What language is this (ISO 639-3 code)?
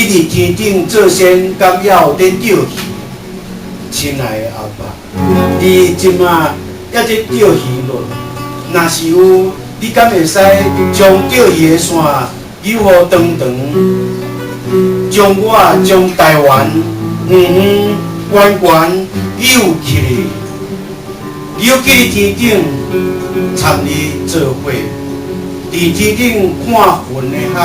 nan